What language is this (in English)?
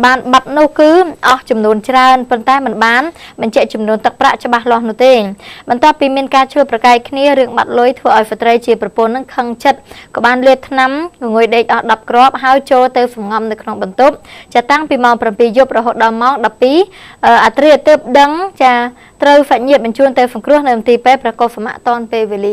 Khmer